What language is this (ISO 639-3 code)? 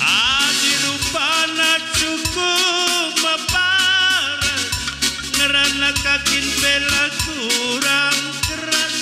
btx